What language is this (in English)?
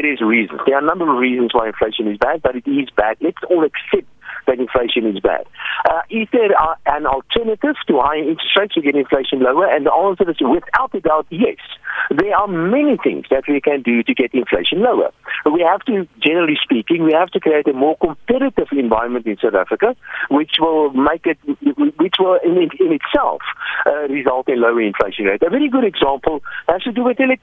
English